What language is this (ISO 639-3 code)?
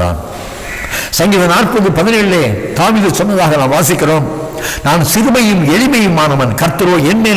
tam